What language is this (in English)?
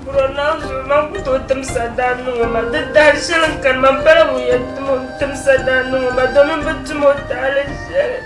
Dagbani